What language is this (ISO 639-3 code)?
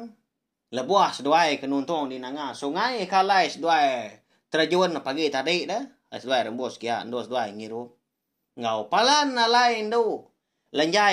iba